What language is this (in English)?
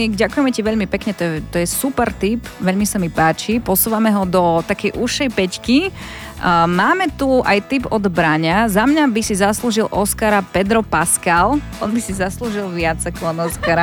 Slovak